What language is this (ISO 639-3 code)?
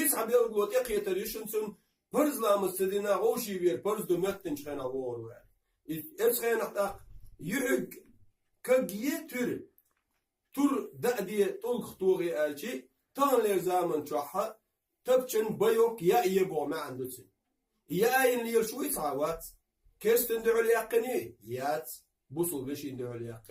che